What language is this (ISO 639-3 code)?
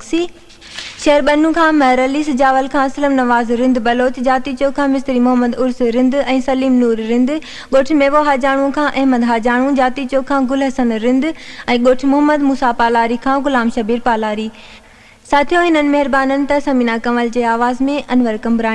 snd